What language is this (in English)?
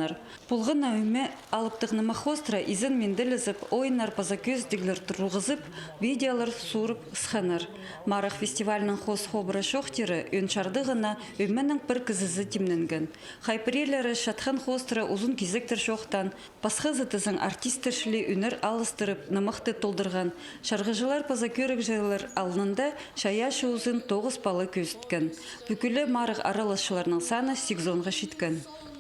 Khakas